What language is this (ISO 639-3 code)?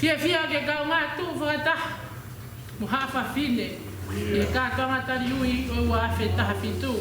ton